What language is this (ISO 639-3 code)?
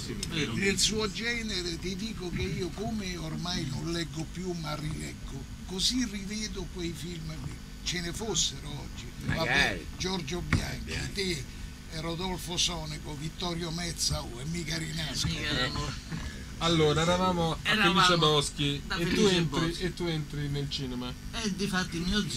ita